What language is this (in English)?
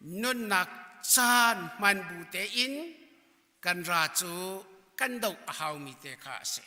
Hakha Chin